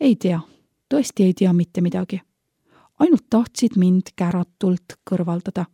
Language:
Estonian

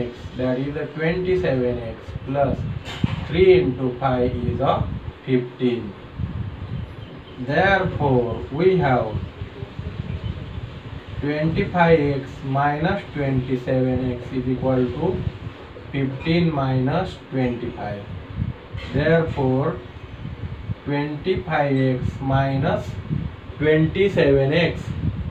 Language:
English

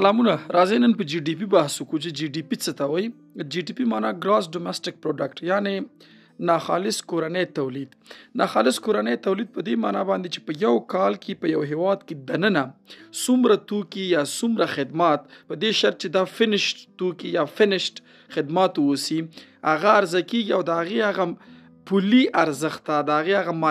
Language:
Pashto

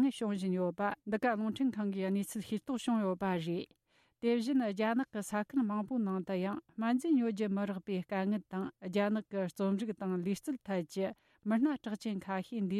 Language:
Tibetan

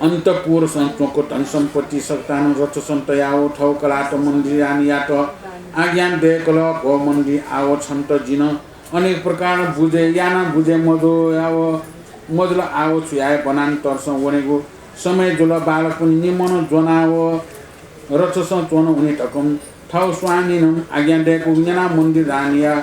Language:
Newari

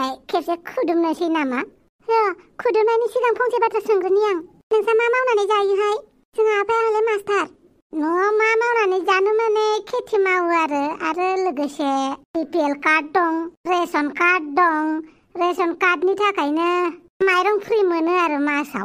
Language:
Bodo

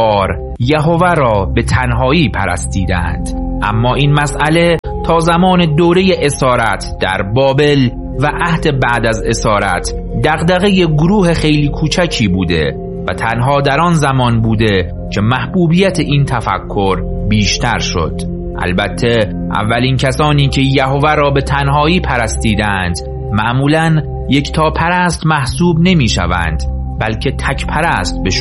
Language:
Persian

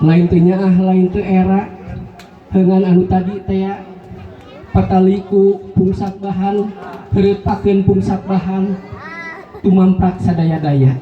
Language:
Sundanese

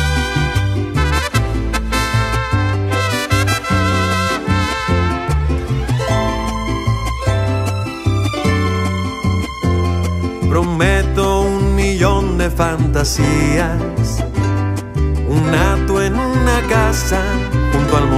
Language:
Spanish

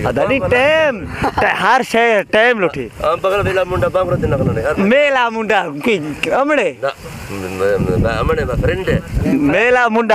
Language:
Saraiki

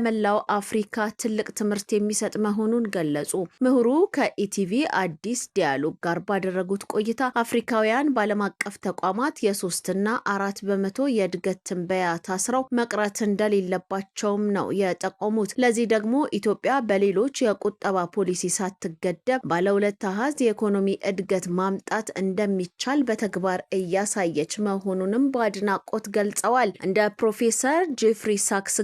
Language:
Amharic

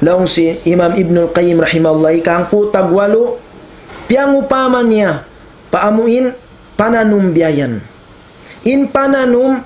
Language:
Tausug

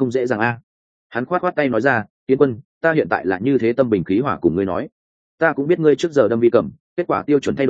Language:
Vietnamese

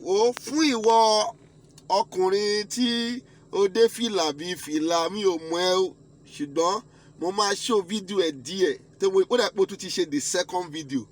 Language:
Yoruba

